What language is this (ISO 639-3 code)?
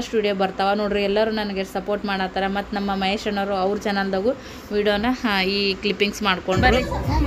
kan